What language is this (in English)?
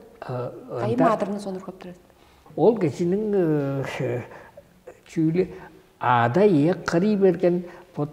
Tuvinian